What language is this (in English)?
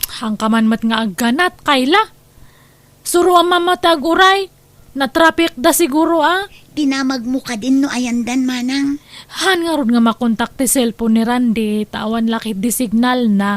Iloko